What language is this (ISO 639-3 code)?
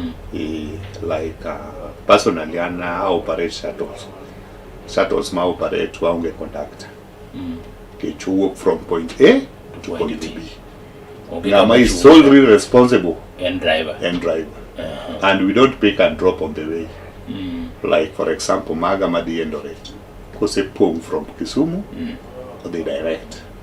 luo